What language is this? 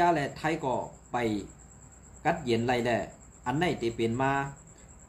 Shan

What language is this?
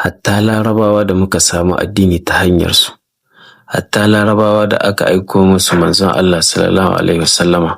Hausa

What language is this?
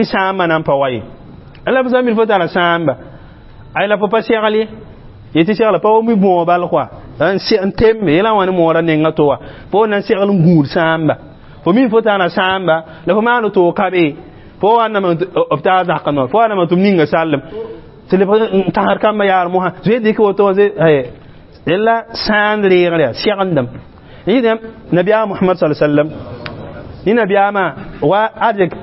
Mossi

